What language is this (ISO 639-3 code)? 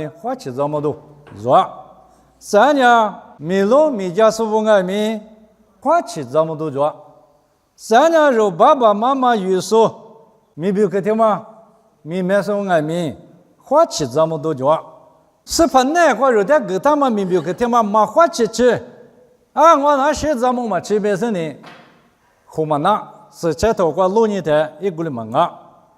lis